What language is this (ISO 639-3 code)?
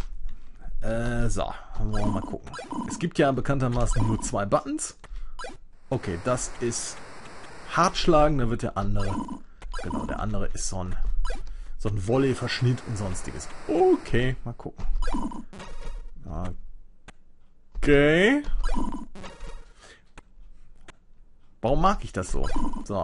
deu